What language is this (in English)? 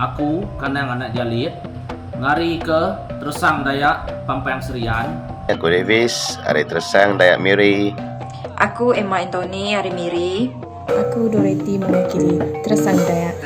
Iban